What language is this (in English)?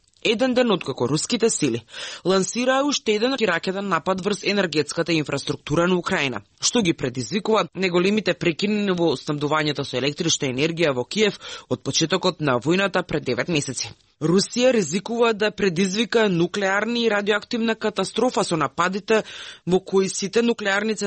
Macedonian